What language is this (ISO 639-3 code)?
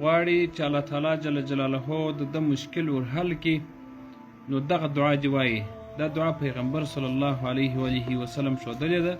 pus